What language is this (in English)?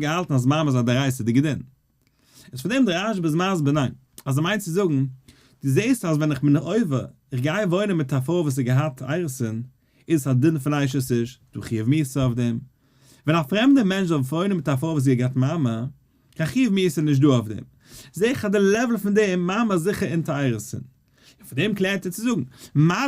Yiddish